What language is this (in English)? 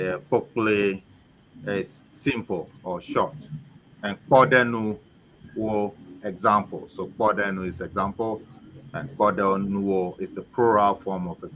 Ewe